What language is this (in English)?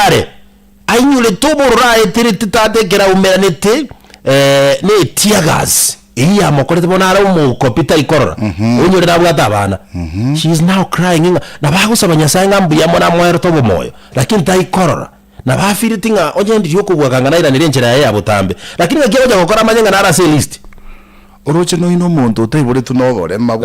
Gusii